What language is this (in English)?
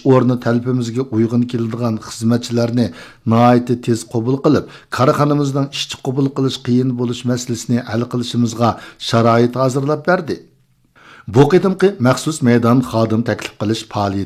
Uyghur